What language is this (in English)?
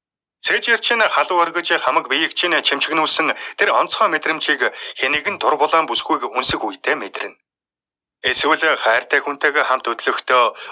Mongolian